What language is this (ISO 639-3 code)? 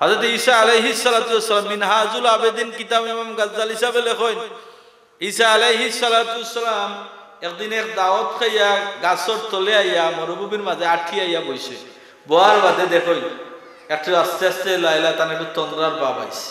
syl